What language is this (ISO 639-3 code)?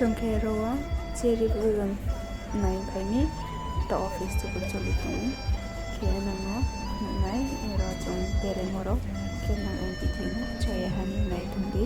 ria